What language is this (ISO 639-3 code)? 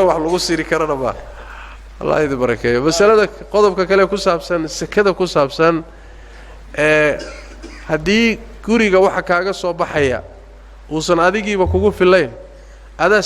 som